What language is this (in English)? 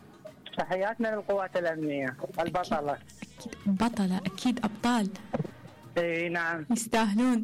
Mesopotamian Arabic